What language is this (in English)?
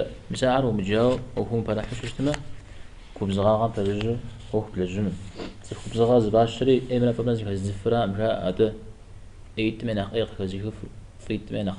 Kabardian